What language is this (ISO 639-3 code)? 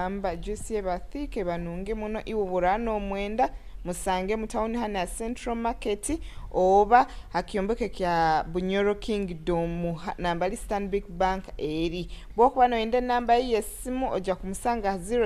nyo